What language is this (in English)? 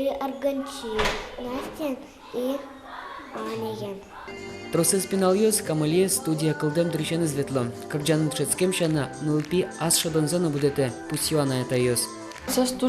Udmurt